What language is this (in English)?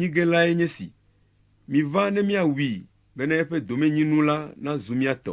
Ewe